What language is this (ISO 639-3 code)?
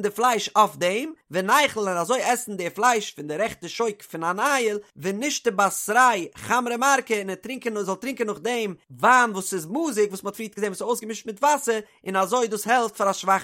yid